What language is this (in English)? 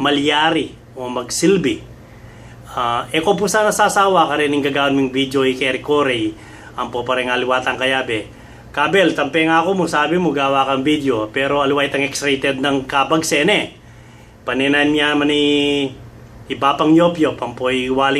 Pampanga